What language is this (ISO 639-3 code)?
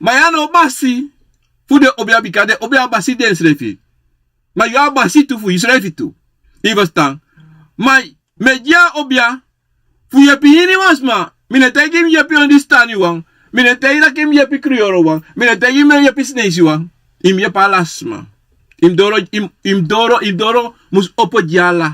srn